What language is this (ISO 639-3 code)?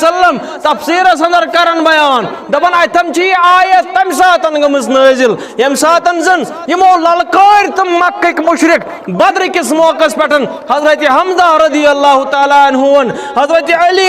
kas